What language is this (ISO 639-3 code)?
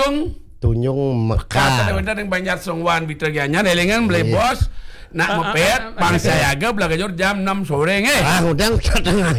ban